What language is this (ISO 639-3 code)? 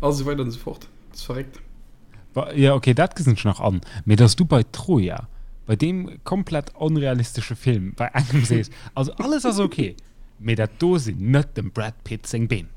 ltz